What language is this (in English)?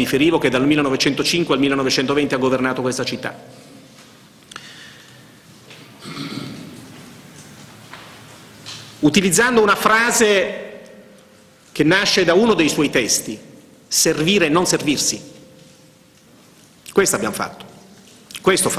Italian